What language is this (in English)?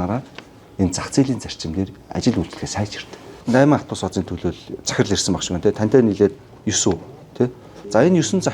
Mongolian